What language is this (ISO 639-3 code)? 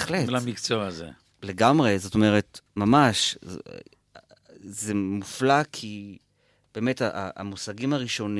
heb